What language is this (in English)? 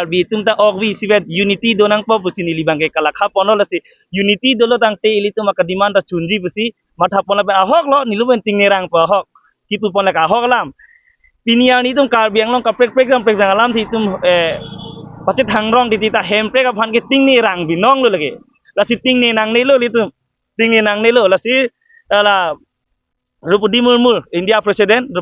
Karbi